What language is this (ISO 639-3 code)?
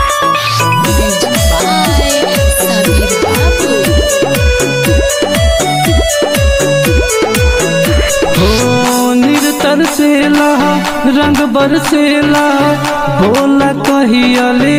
bho